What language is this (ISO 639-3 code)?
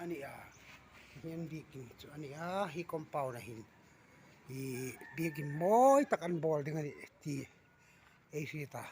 hmr